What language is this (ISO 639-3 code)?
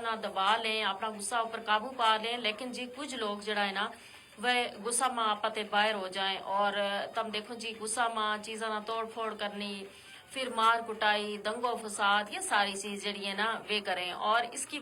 gju